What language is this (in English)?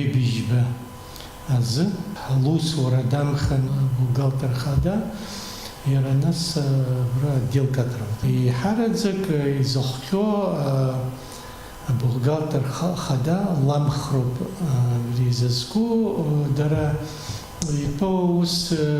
Abkhazian